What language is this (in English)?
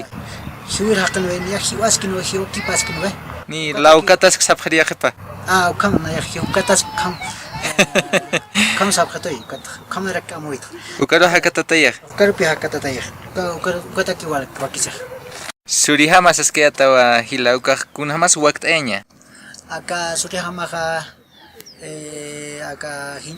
Aymara